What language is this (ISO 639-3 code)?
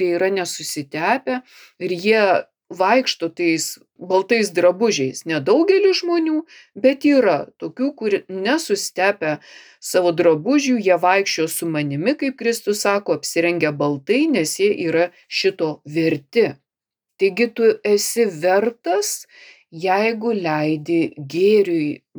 lit